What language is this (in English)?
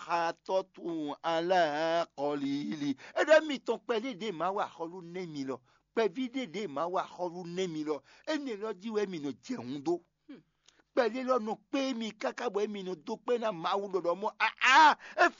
Fon